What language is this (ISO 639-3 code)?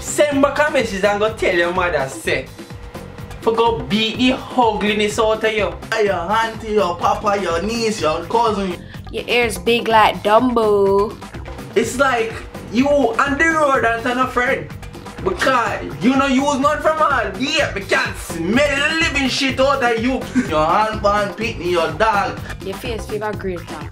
jam